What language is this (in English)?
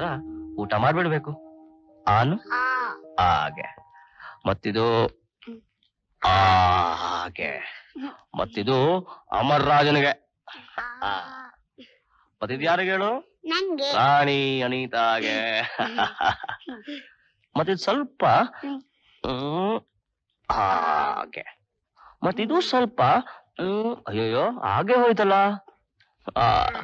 Kannada